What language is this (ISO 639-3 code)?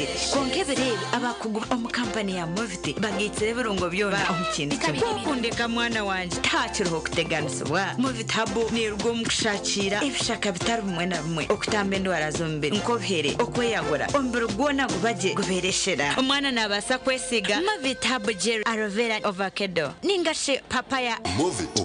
nyn